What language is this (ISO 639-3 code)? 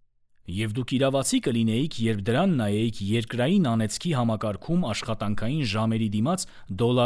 hye